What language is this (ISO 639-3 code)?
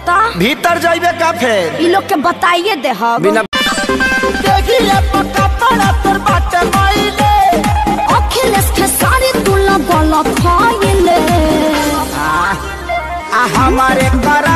bho